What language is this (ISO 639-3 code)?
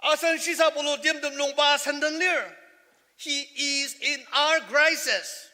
njo